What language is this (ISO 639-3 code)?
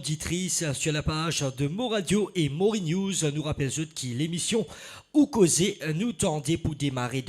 mfe